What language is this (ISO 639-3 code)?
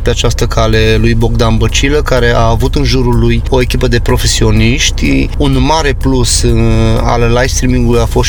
ron